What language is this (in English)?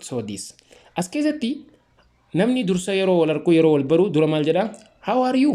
Oromo